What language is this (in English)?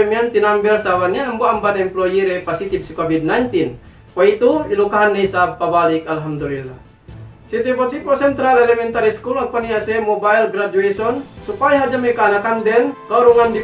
Yakan